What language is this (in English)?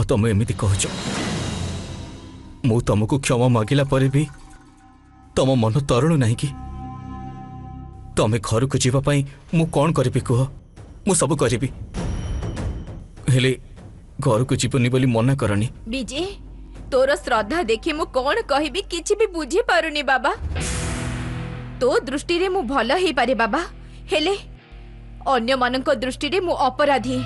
Odia